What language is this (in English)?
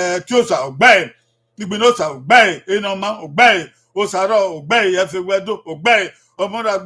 Bini